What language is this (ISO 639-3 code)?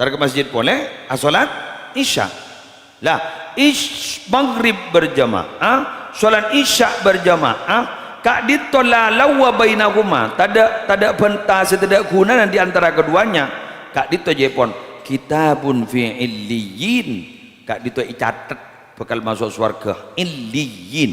mad